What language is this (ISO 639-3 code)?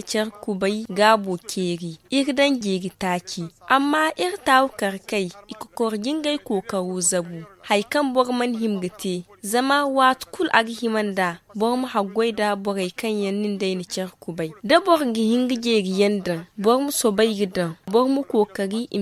dje